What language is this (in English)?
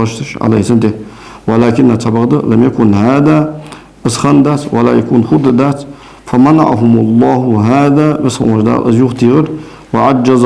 Ingush